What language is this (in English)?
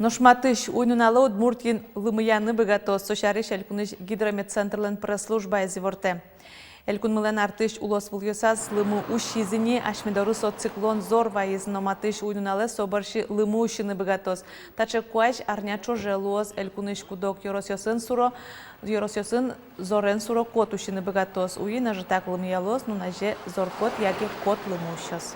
Udmurt